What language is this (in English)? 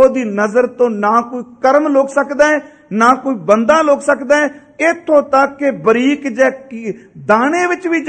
Punjabi